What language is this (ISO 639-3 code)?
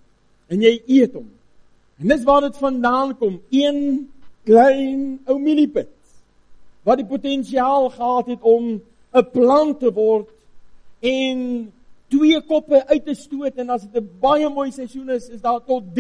afr